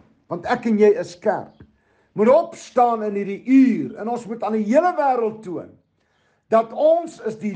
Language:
Afrikaans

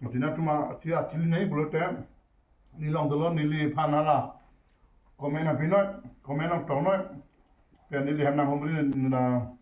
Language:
Karbi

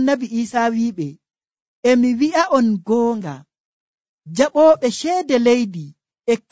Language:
Nigerian Fulfulde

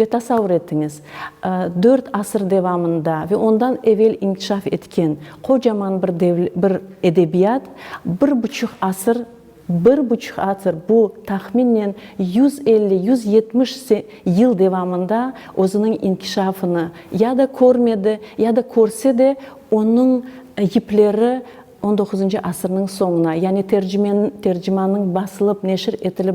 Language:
Crimean Tatar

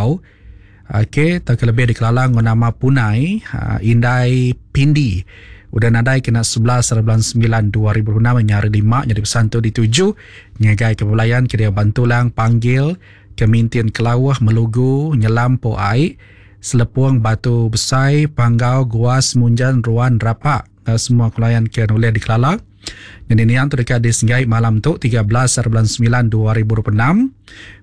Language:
Iban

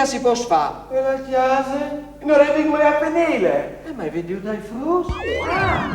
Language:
Friulian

